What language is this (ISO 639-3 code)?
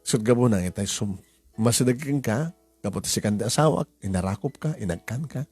ilo